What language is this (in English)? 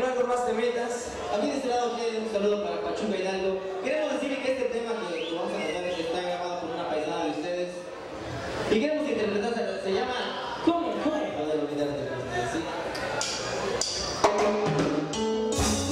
Spanish